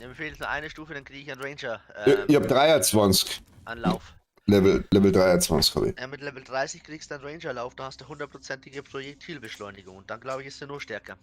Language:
Bavarian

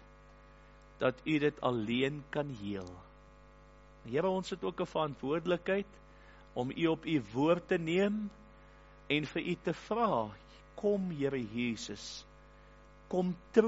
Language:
Afrikaans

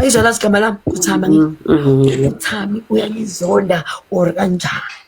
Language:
Zulu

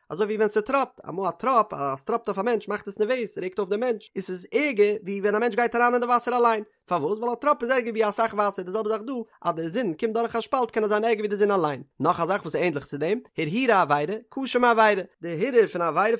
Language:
Yiddish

